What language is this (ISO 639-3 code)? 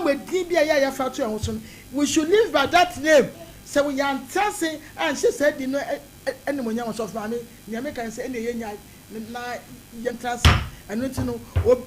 aka